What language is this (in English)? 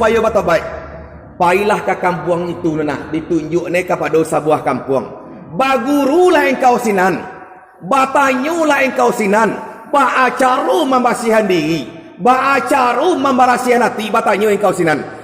Minangkabau